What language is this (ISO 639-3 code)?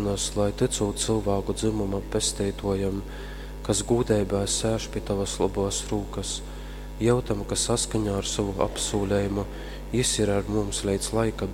ltg